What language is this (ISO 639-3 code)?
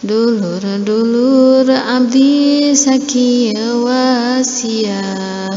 sun